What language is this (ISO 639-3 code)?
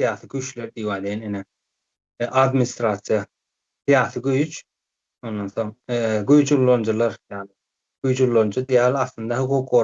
tuk